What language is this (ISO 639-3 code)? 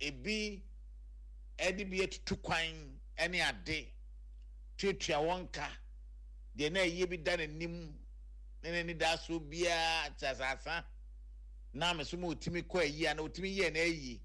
aka